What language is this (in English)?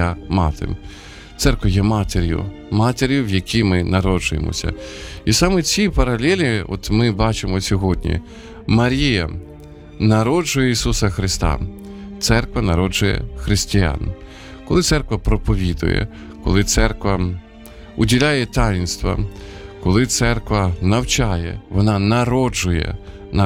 Ukrainian